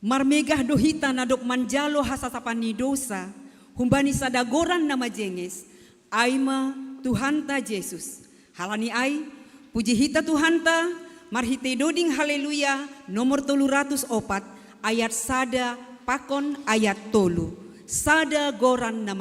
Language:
Batak Simalungun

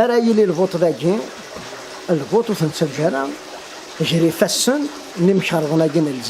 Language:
Kabyle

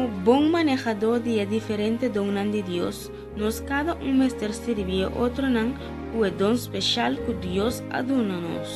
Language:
Papiamento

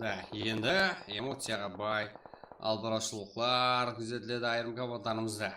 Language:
Kara-Kalpak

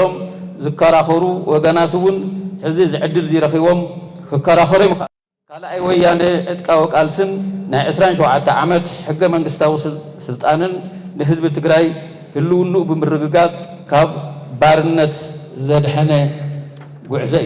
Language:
Tigrinya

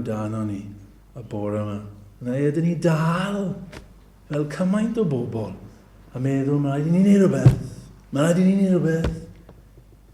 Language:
Welsh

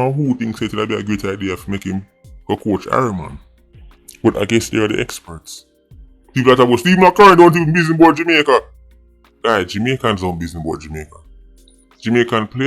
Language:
Jamaican Creole English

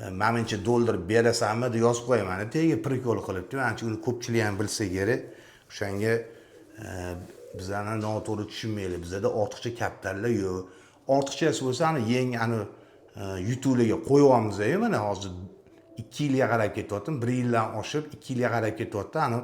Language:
Uzbek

